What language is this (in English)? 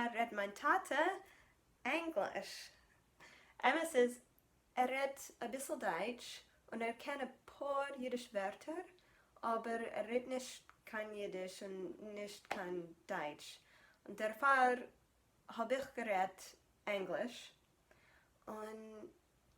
Yiddish